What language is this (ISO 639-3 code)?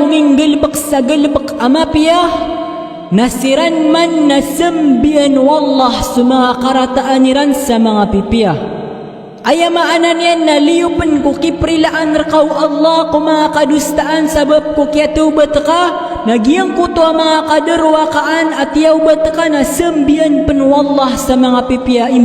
mrw